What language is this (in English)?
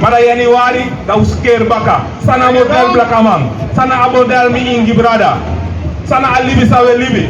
Sranan Tongo